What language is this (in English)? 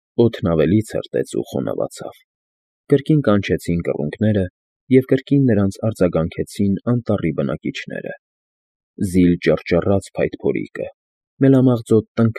Armenian